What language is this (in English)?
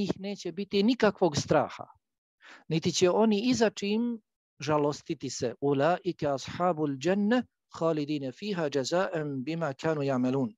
Bosnian